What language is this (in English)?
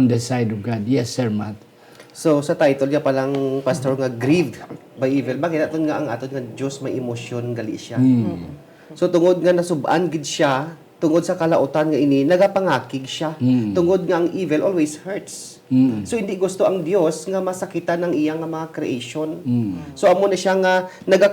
Hiligaynon